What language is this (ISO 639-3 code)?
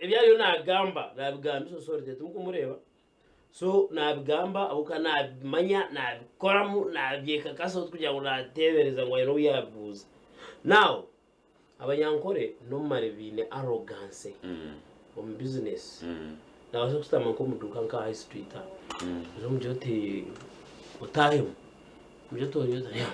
nyn